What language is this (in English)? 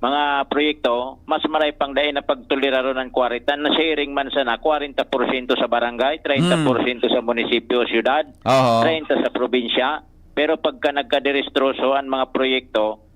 Bikol